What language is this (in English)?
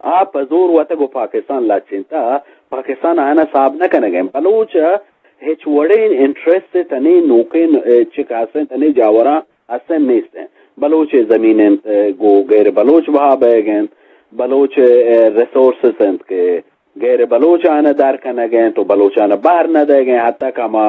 Eastern Balochi